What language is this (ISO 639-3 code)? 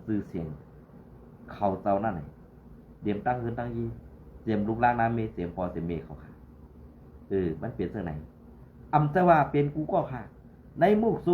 shn